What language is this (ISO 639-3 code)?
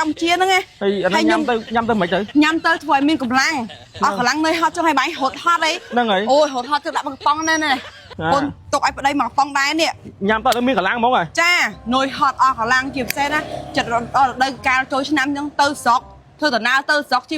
khm